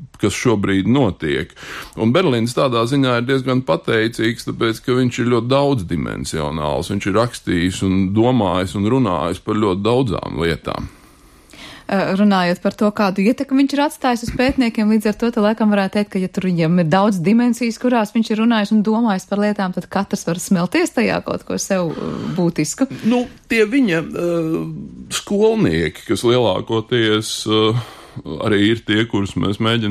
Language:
Latvian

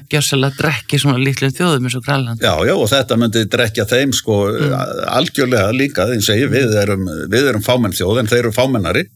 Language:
Icelandic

